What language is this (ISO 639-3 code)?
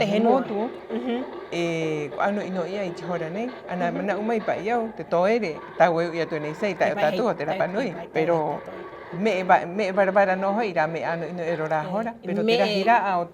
rap